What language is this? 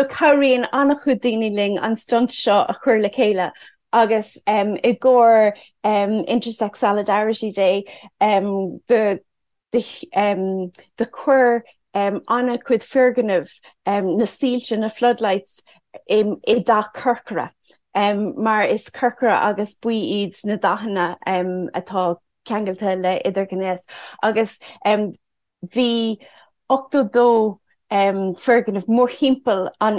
Irish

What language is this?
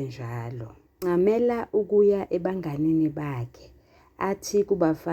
Zulu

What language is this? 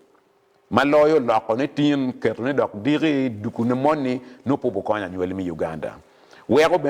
Acoli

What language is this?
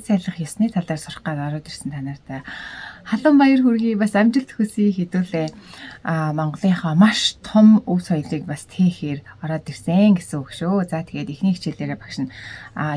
Mongolian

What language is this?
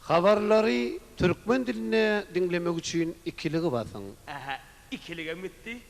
Turkmen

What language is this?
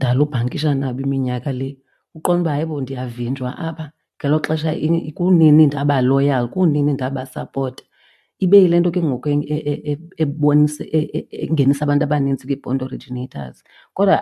Xhosa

